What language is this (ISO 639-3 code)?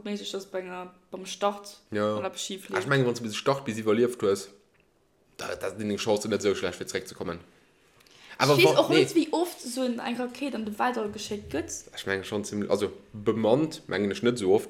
ltz